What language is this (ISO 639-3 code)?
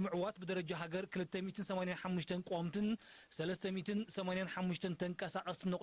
tir